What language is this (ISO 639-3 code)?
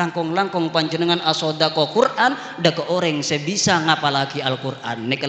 mad